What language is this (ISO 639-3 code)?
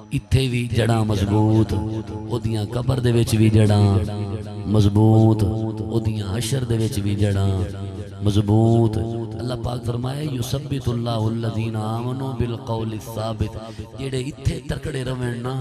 skr